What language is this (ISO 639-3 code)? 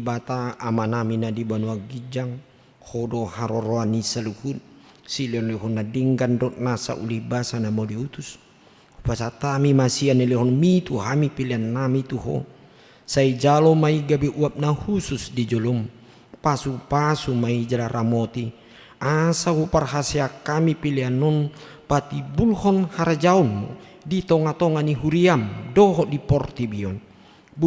bbc